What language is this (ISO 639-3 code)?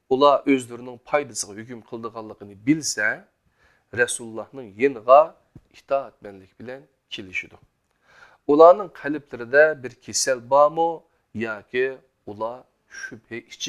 uig